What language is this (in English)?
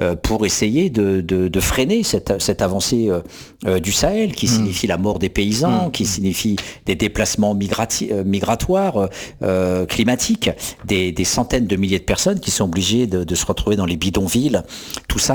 French